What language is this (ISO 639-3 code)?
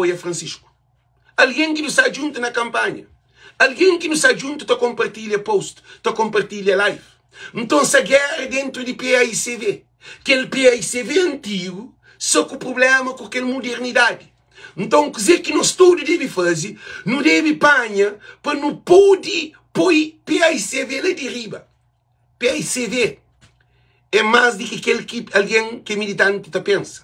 kea